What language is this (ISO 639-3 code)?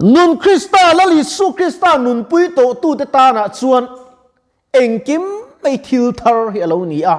lus